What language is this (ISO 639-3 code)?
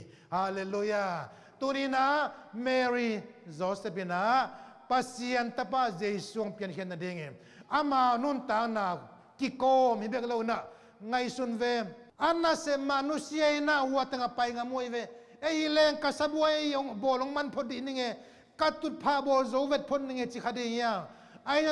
ctd